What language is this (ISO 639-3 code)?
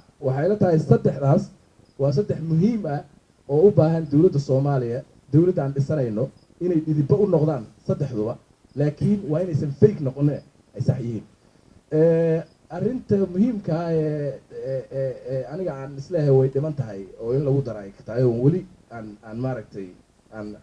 som